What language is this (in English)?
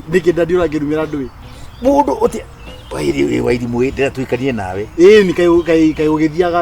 Kikuyu